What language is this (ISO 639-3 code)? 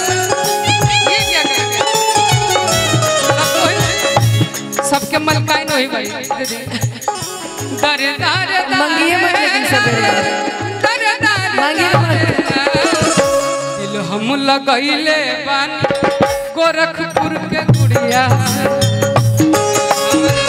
bho